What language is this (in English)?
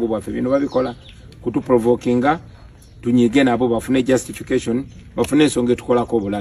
Ganda